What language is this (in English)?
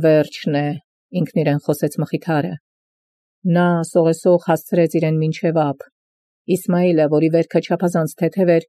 Armenian